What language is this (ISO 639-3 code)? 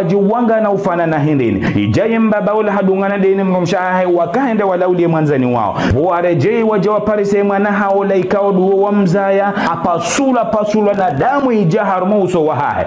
zdj